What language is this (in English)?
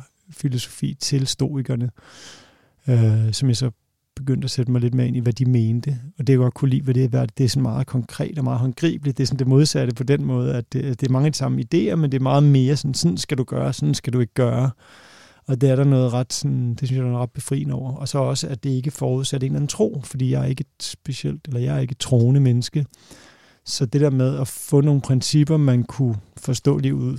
Danish